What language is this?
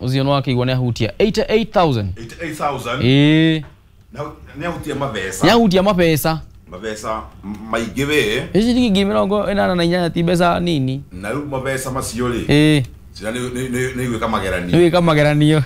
Kikuyu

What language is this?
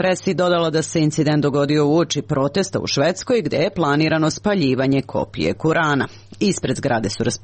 Serbian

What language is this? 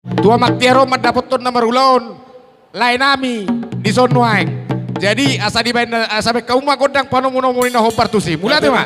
Batak Toba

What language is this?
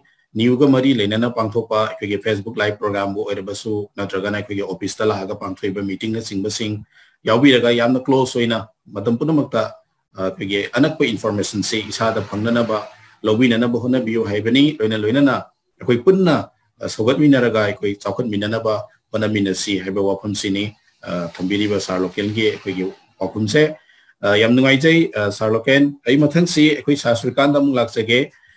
Manipuri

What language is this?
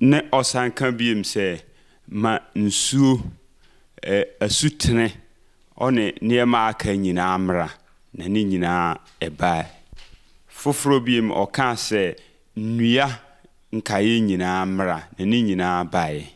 Akan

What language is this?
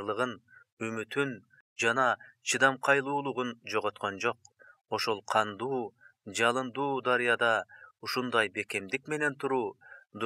Kyrgyz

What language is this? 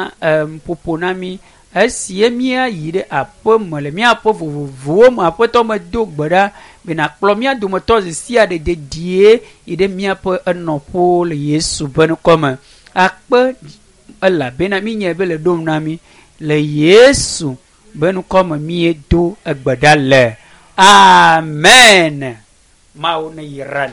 Ewe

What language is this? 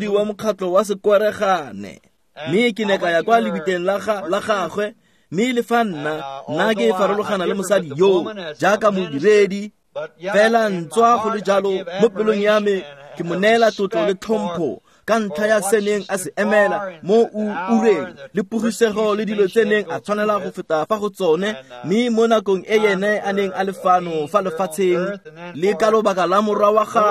Tswana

